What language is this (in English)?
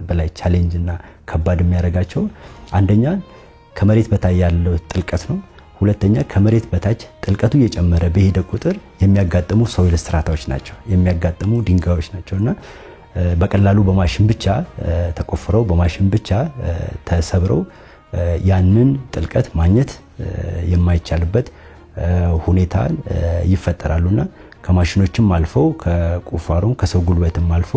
Amharic